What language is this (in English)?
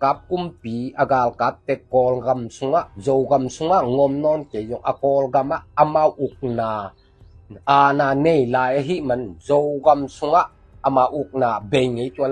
Tedim Chin